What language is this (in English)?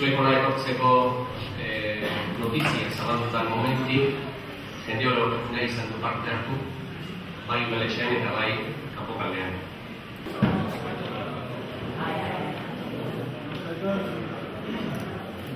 Basque